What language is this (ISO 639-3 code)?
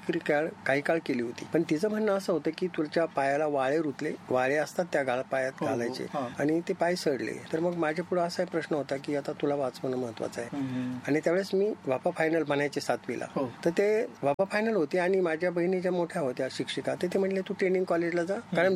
mar